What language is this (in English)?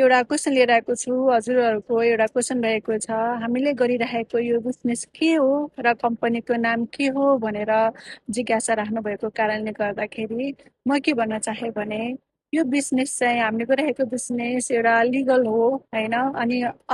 Nepali